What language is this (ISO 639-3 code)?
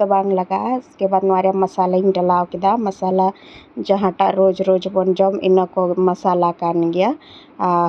sat